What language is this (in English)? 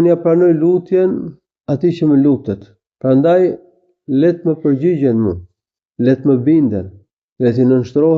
Albanian